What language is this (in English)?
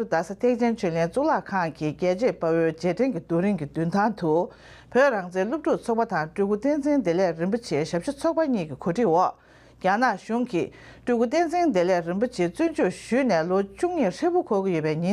Tibetan